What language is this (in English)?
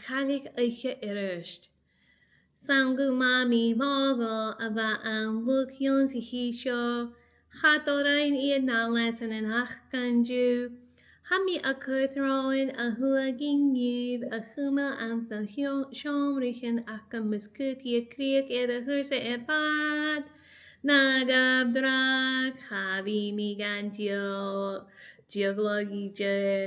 Scottish Gaelic